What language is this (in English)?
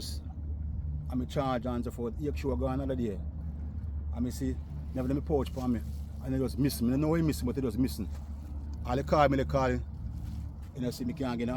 Jamaican Creole English